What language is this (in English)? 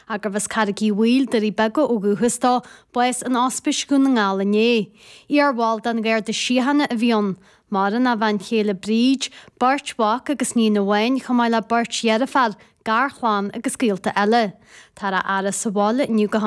Irish